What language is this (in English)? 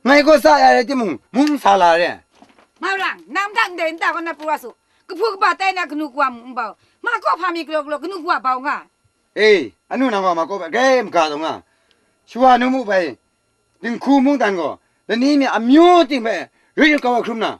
Kachin